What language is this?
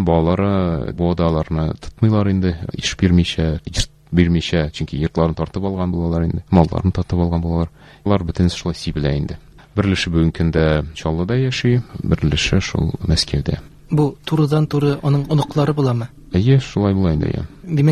Tatar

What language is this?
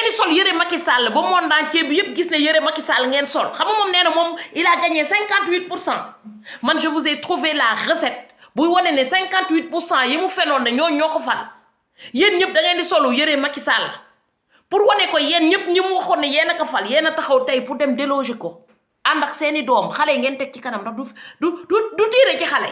Wolof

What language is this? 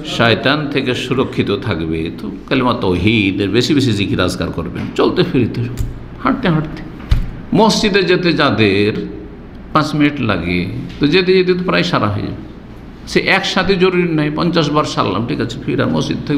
Bangla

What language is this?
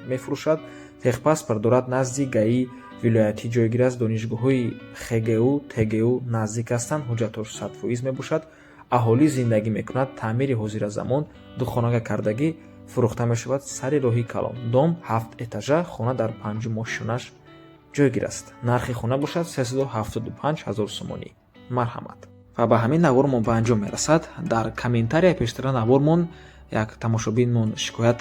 Tajik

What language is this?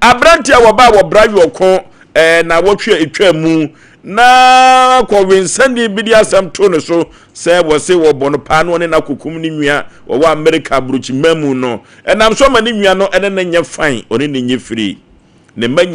Akan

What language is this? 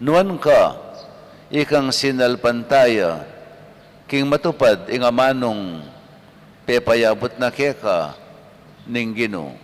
Pampanga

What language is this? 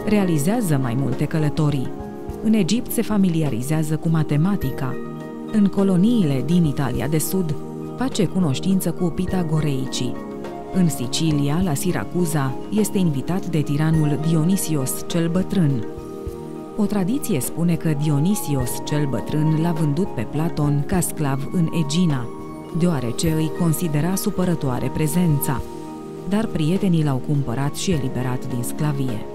Romanian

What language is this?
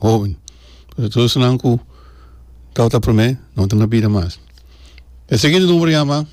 Papiamento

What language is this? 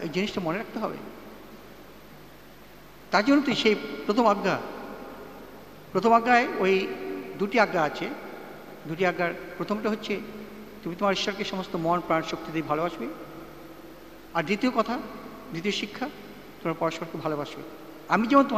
Bangla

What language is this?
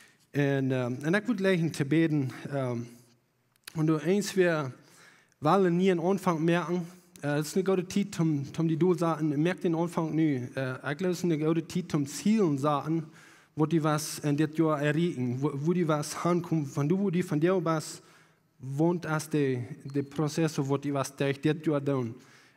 Plautdietsch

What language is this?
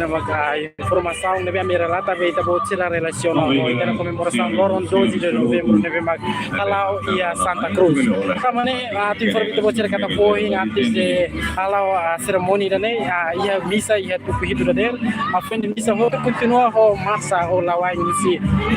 Tetum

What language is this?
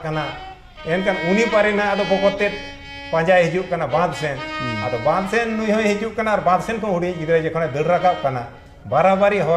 Santali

